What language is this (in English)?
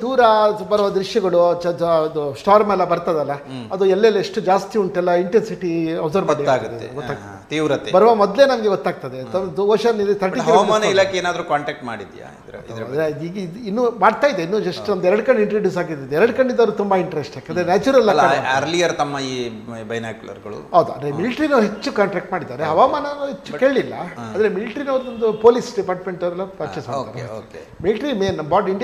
Kannada